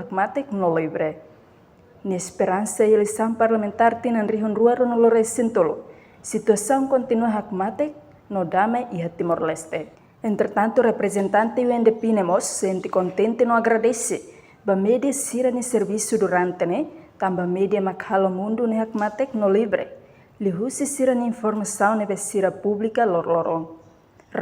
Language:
Tetum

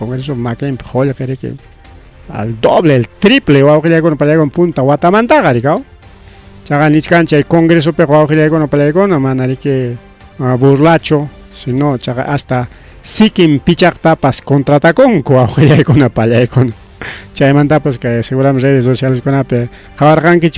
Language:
Ayacucho Quechua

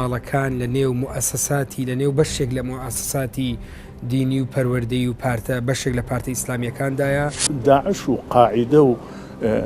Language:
Central Kurdish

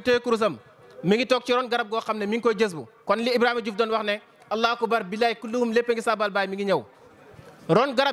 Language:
Wolof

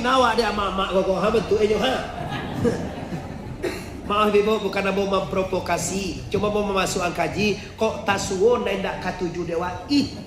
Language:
Minangkabau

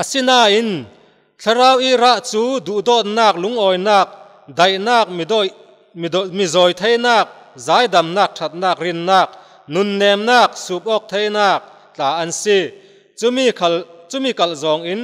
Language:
Falam Chin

